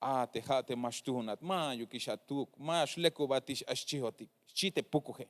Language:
Tzeltal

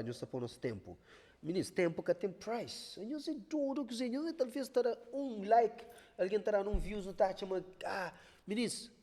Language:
Kabuverdianu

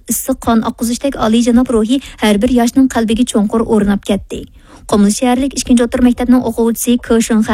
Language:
Uyghur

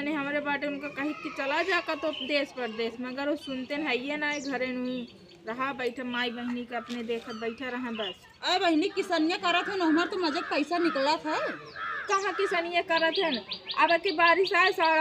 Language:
Awadhi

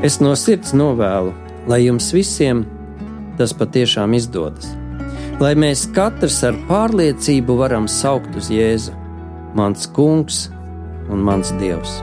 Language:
Latvian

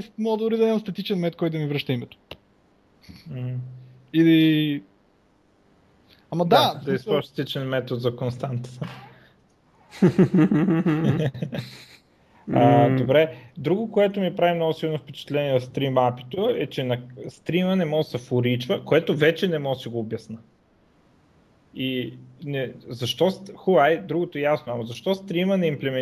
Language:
Bulgarian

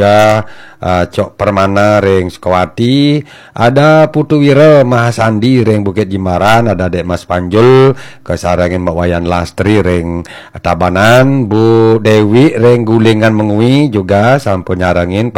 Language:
Balinese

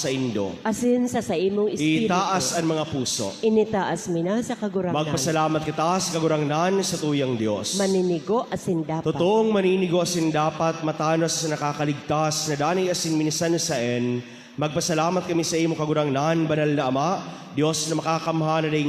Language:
Bikol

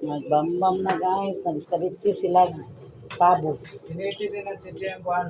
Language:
Cebuano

